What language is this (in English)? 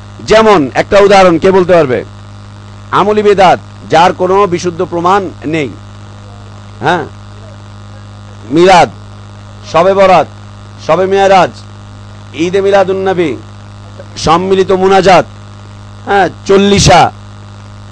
Bangla